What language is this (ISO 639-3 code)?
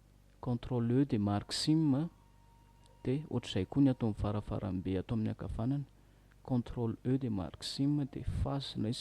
mlg